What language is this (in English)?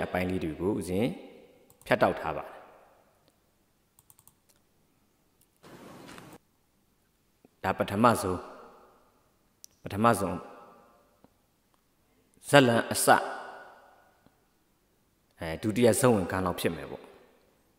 Burmese